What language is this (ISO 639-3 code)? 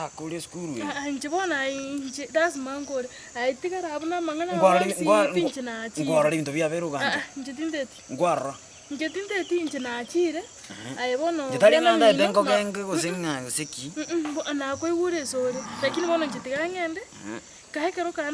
guz